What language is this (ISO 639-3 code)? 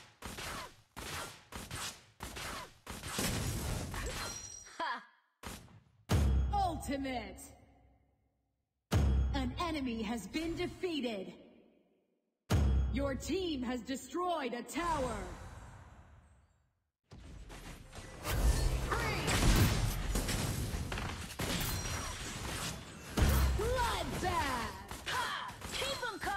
eng